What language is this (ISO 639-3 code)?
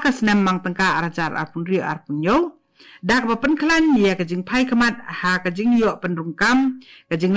kha